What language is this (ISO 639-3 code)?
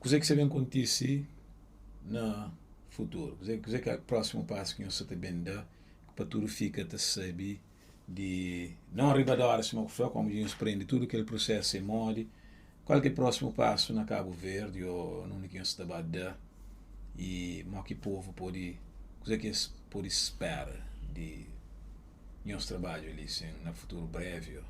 kea